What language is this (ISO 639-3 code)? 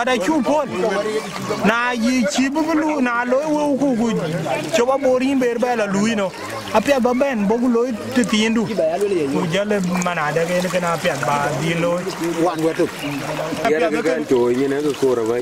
din